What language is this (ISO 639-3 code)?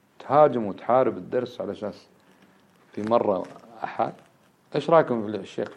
ara